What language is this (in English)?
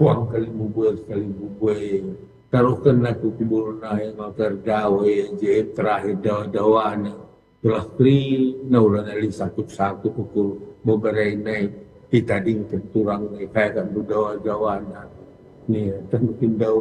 Batak Karo